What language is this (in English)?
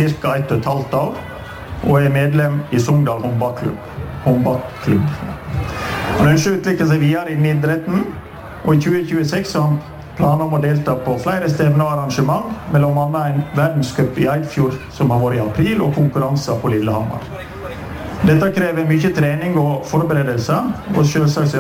Norwegian